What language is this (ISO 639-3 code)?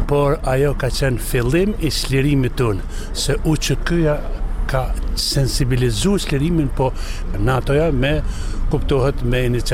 sqi